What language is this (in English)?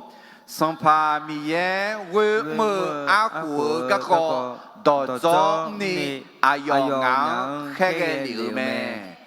Akha